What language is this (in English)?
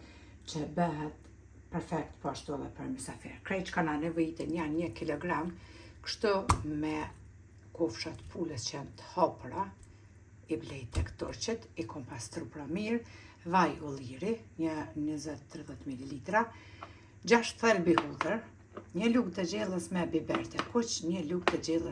Albanian